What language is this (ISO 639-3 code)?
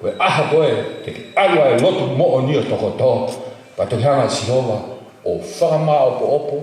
ton